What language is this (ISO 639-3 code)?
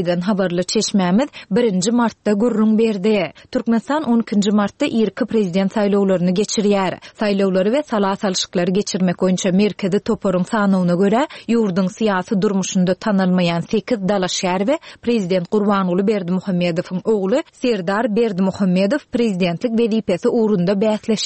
tuk